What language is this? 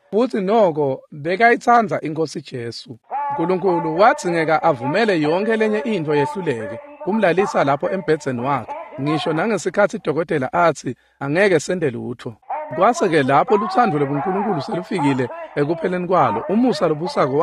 Swati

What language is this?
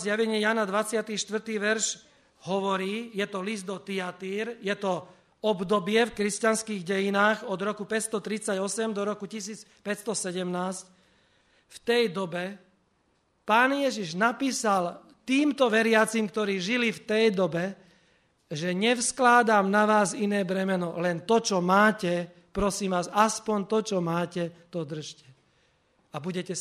Slovak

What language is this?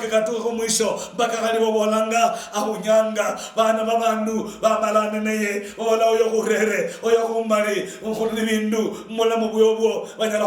Luyia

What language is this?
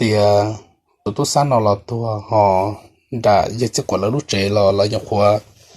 Hmong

